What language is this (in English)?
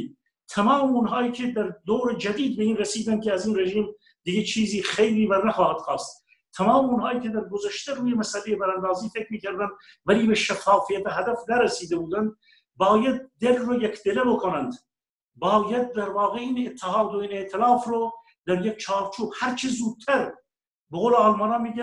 Persian